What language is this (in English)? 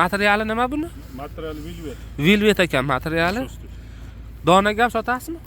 Uzbek